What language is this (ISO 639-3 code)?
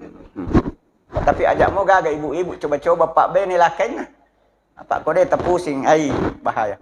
bug